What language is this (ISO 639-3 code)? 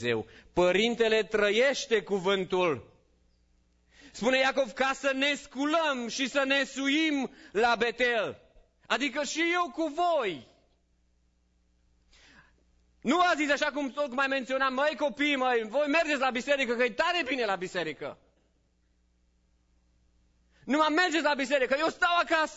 ron